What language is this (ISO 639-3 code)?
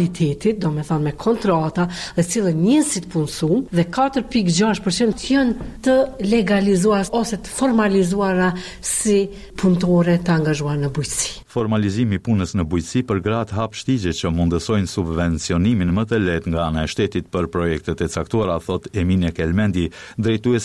sqi